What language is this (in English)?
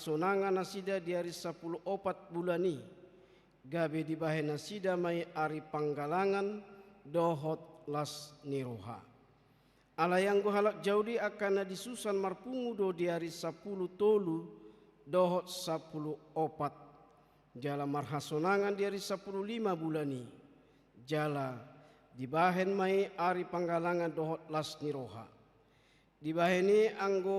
Batak Toba